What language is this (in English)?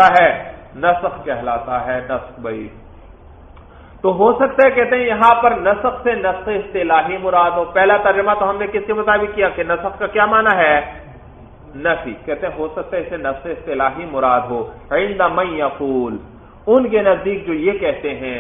Urdu